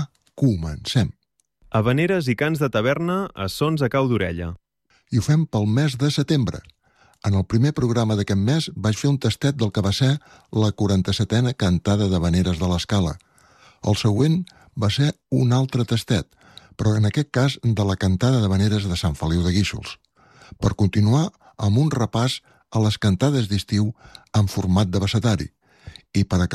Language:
Catalan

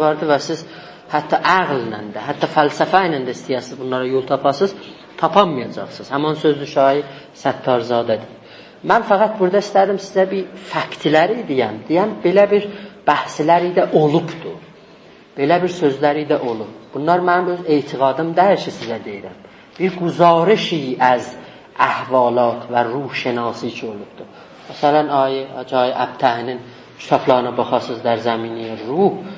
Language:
South Azerbaijani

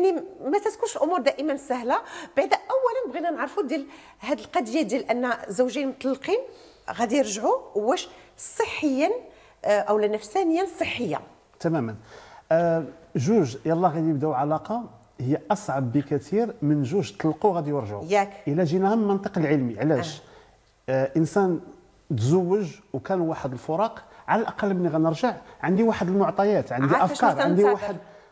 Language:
Moroccan Arabic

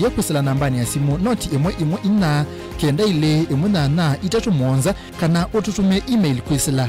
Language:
Kamba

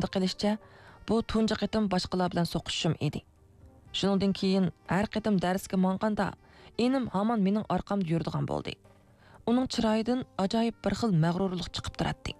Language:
Uyghur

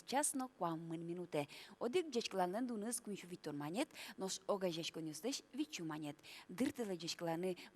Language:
Udmurt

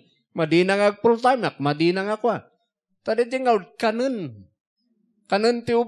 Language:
Iloko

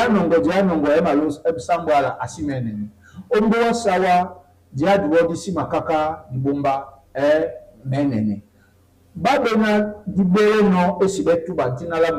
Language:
Duala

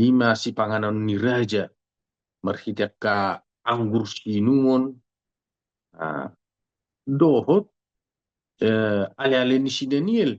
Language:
Batak Toba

